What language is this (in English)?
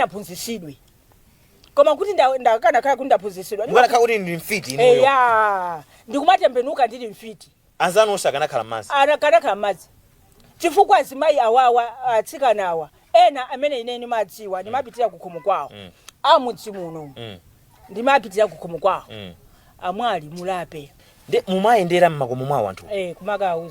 Nyanja